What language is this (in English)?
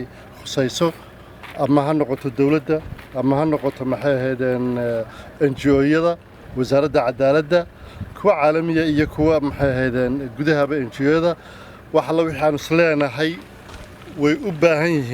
Somali